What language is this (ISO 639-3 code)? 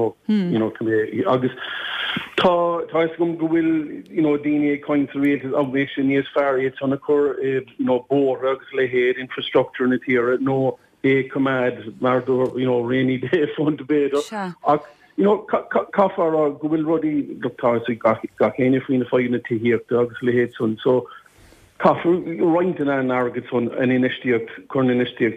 gle